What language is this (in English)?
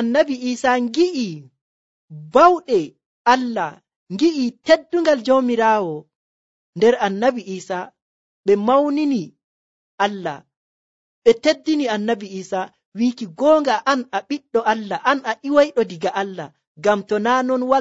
Nigerian Fulfulde